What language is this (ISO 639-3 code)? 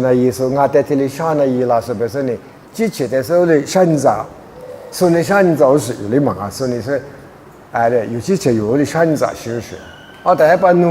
lis